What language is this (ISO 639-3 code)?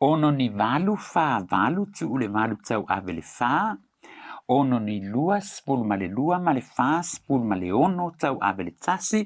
smo